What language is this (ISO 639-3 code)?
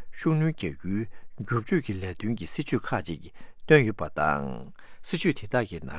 bod